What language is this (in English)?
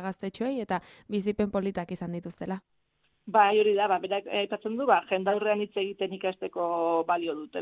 Basque